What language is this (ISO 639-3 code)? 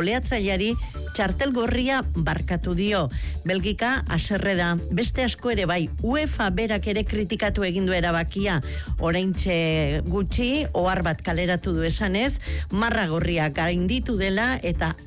eus